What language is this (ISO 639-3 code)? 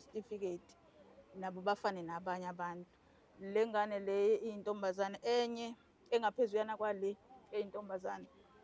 zul